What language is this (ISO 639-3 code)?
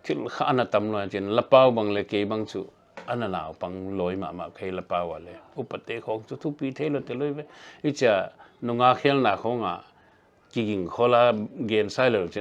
pck